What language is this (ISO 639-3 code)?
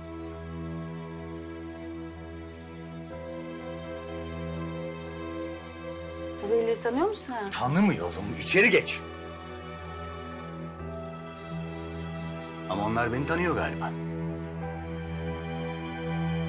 tur